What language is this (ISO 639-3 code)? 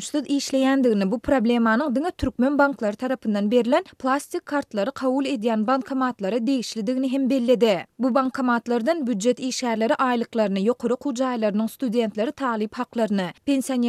tuk